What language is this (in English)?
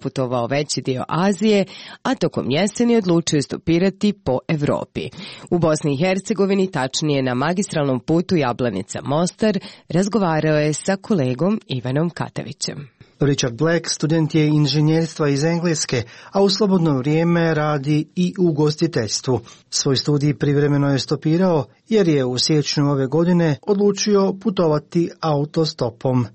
Croatian